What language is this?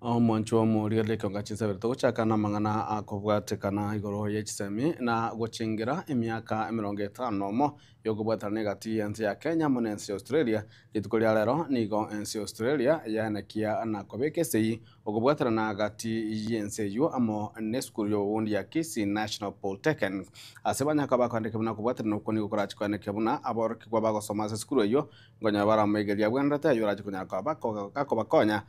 Gusii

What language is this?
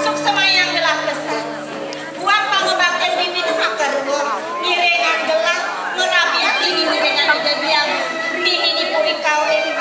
Balinese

